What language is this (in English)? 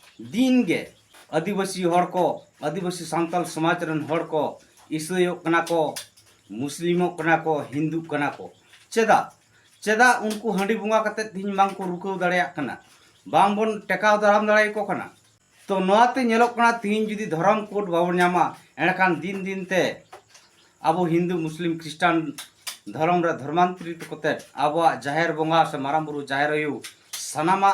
Santali